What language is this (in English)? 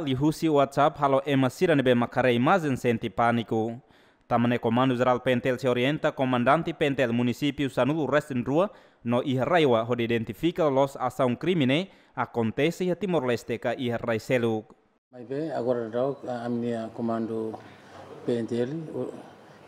Tetum